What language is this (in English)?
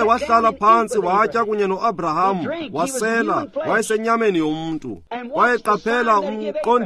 Xhosa